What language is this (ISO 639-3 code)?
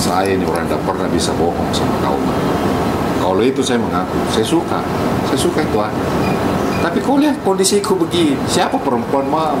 mfp